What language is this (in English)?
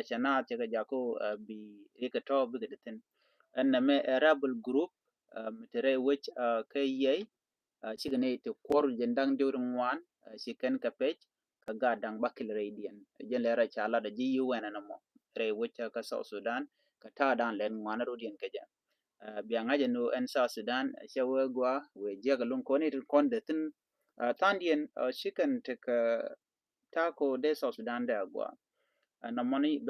Nuer